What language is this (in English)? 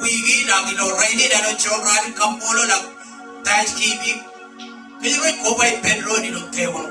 Marshallese